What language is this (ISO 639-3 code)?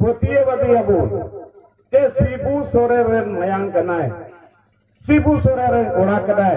sat